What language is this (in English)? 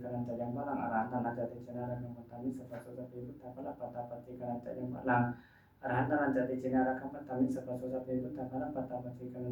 Pali